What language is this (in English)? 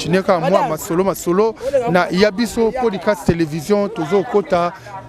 Lingala